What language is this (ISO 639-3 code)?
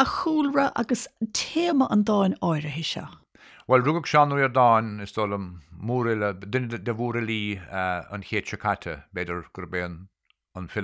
gle